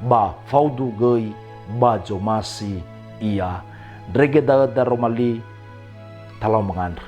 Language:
Nias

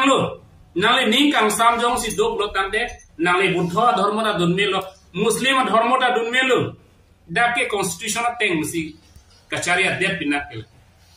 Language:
Karbi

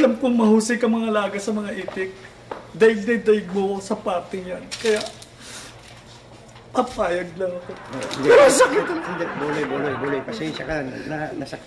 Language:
Filipino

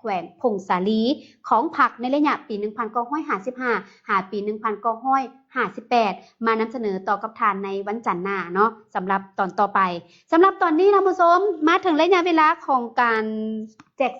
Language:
Lao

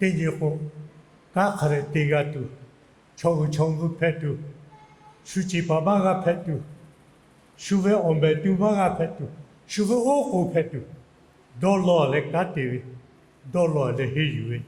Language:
Lahu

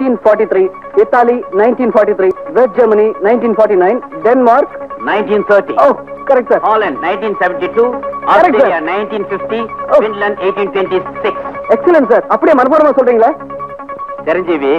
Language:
Tamil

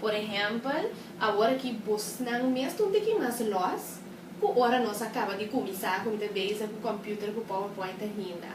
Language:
Papiamento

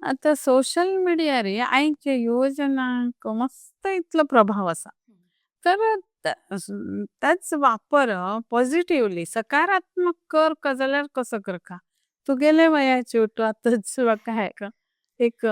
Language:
Konkani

